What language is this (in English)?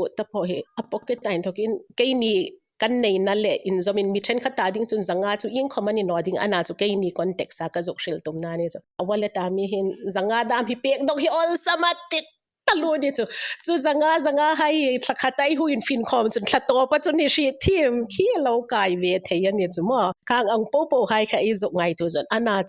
Hmar